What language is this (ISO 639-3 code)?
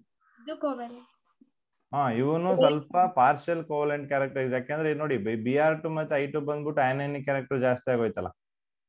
kan